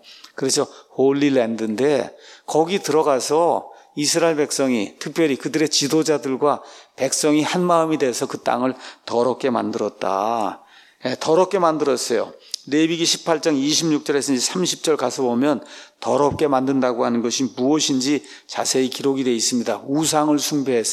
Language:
Korean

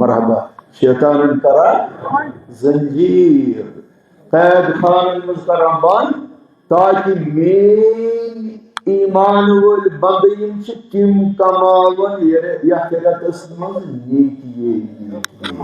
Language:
Kashmiri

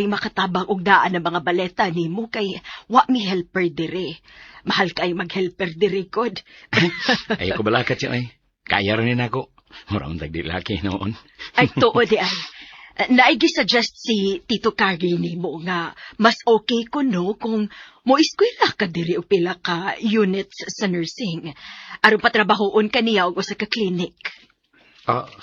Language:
Cebuano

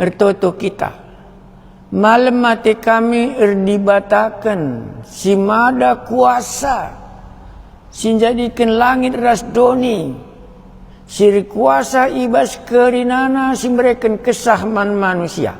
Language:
Batak Karo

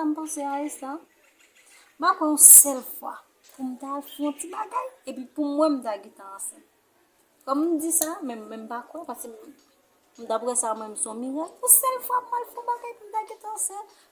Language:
Haitian Creole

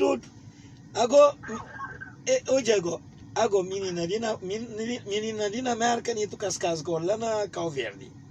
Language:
Kabuverdianu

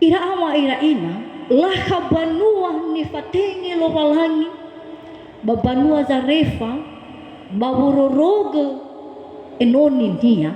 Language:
Nias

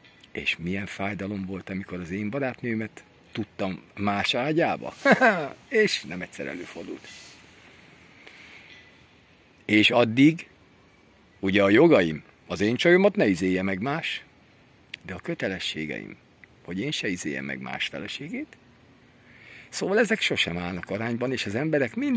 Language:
Hungarian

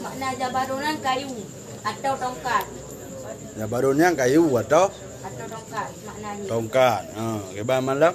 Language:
Achinese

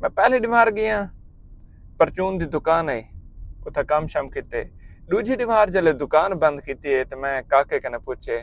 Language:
Saraiki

